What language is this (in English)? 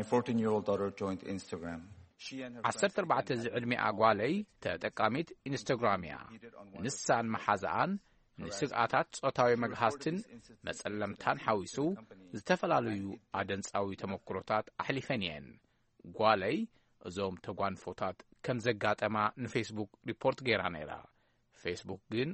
Tigrinya